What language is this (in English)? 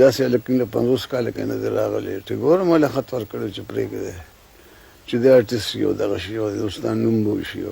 Pashto